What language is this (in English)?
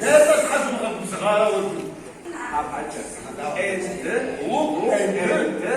Kabardian